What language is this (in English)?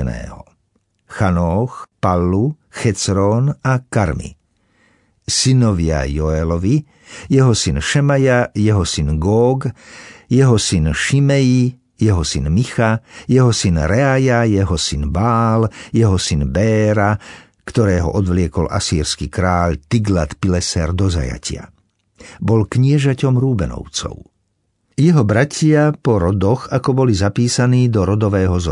Slovak